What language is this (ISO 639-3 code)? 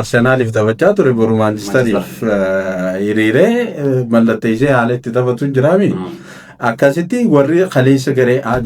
orm